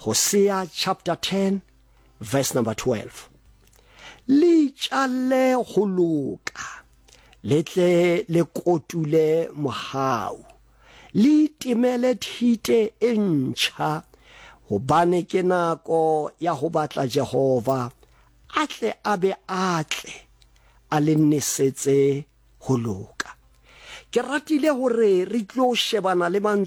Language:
Southern Sotho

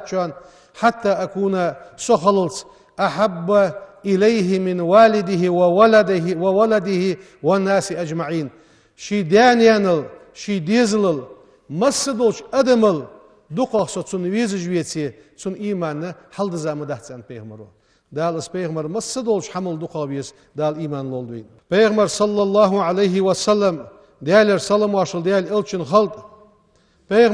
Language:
Ingush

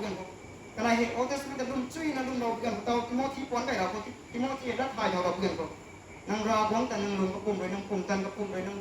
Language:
Rongmei Naga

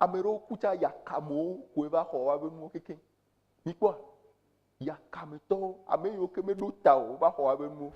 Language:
Ewe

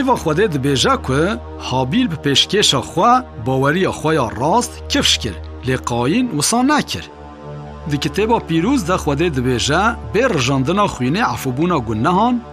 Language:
Kurdish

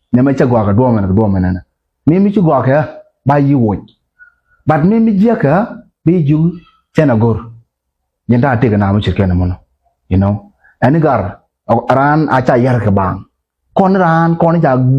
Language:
Nuer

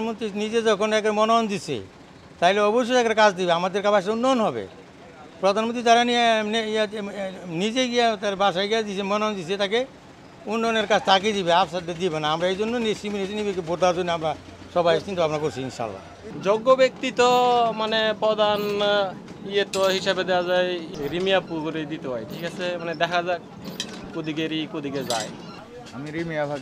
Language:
Bangla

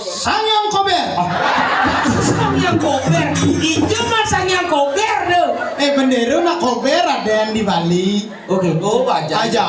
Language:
Balinese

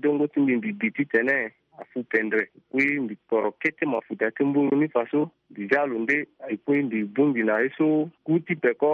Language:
Sango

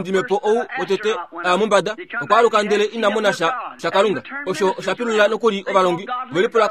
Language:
Kuanyama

